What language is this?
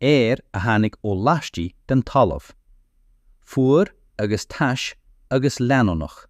Irish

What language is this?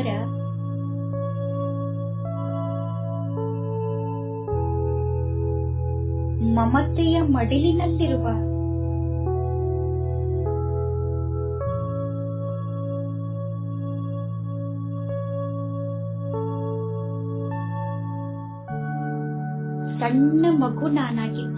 Kannada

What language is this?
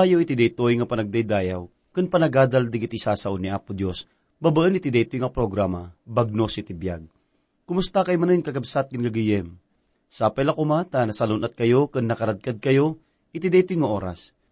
Iloko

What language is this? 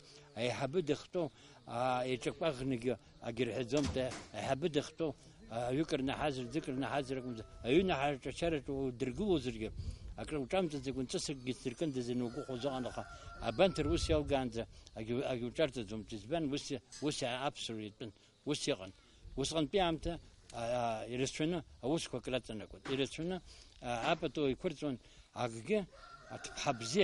Abkhazian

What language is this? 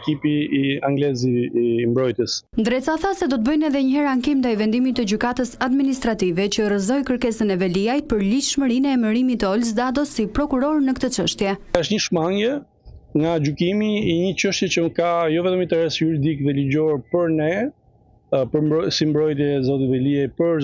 Albanian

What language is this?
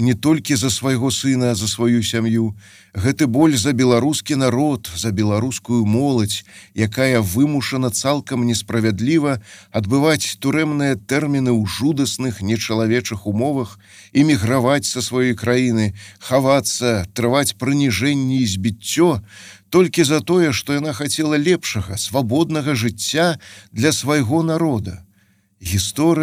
Belarusian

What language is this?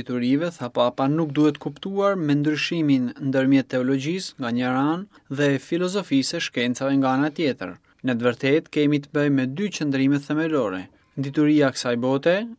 Albanian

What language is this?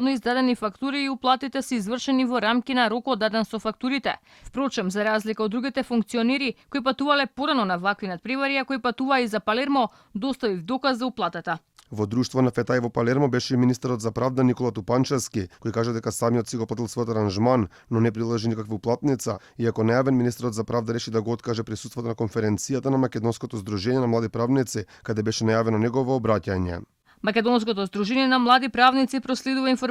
Macedonian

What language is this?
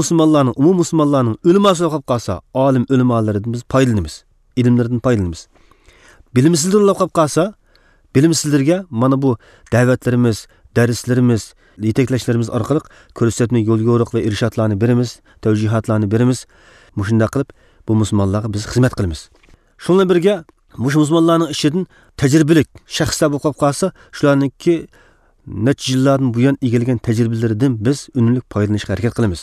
Uyghur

